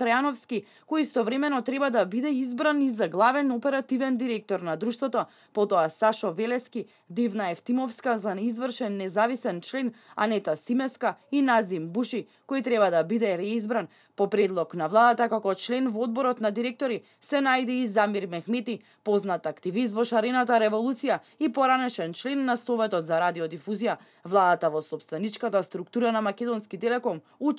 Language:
Macedonian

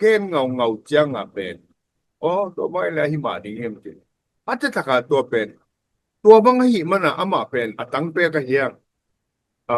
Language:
Tedim Chin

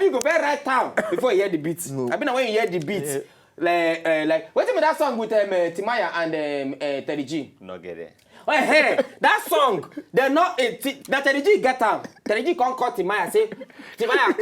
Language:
Nigerian Pidgin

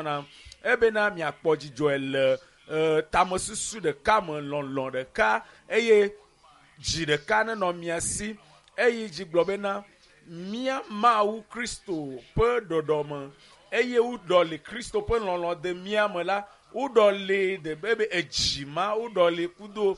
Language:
Ewe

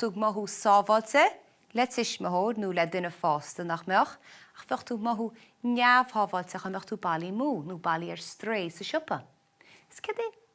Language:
Irish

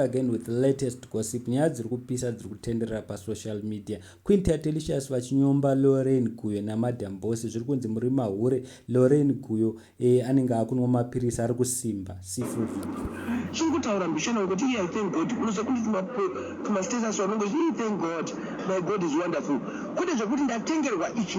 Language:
Shona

